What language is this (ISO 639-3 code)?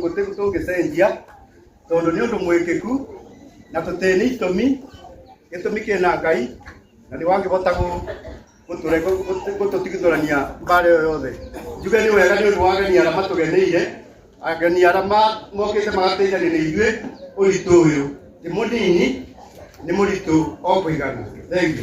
kik